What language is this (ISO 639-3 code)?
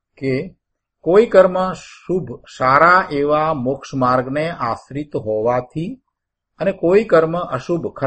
guj